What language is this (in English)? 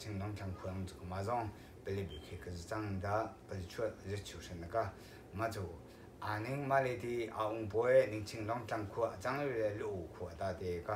Hakha Chin